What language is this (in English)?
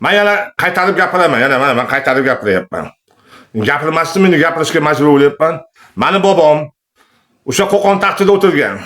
Uzbek